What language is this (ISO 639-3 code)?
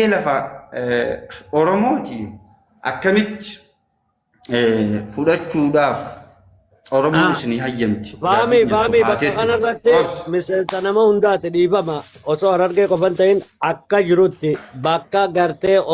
orm